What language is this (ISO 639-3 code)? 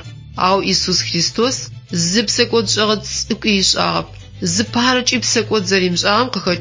ady